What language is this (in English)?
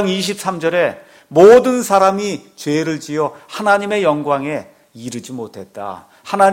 Korean